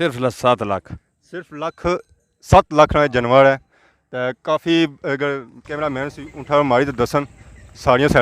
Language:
Pahari-Potwari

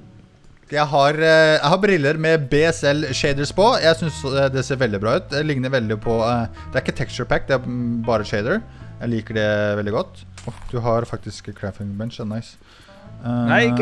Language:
Norwegian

